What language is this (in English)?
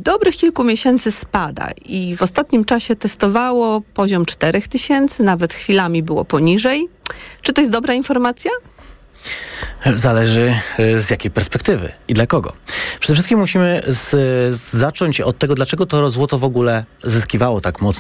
Polish